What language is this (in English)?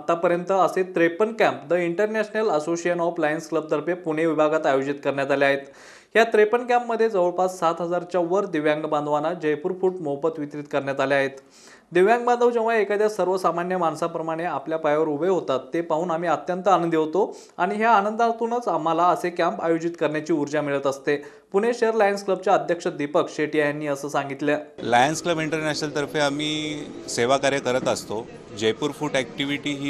Marathi